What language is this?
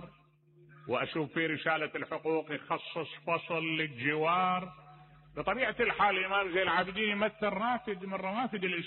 Mesopotamian Arabic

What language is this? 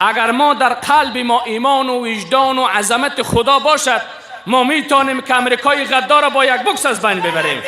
Persian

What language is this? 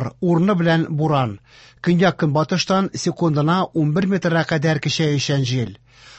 Tatar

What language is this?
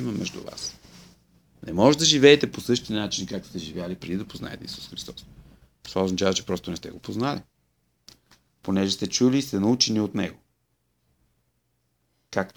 Bulgarian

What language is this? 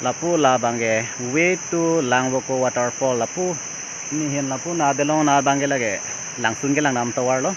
Karbi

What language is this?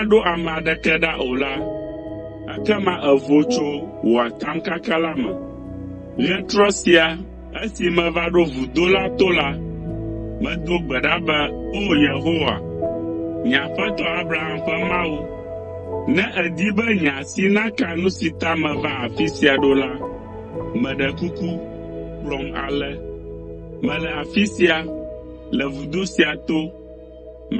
Ewe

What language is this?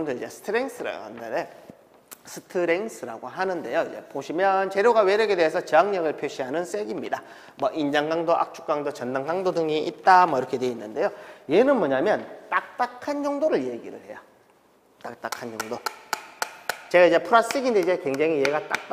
Korean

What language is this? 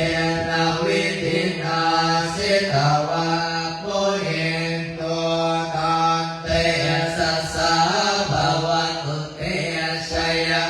Pali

